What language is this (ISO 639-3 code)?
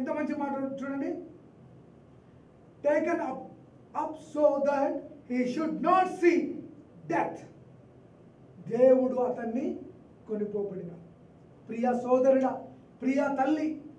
tel